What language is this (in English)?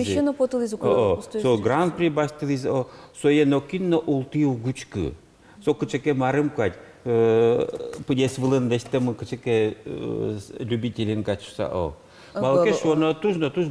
Udmurt